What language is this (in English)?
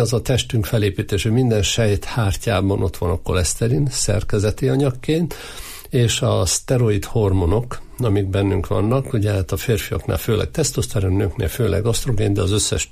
Hungarian